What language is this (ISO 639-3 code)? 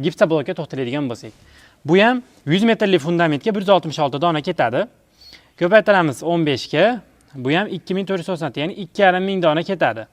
uzb